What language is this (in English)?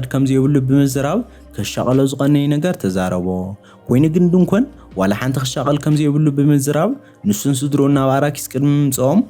Tigrinya